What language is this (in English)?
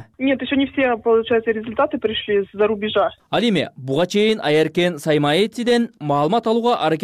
Kyrgyz